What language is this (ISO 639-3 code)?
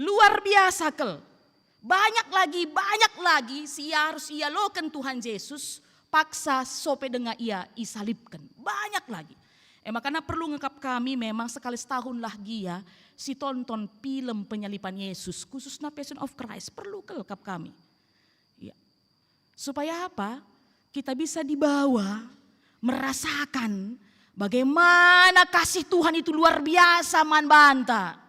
btx